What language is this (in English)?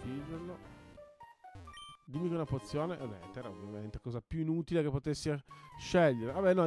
Italian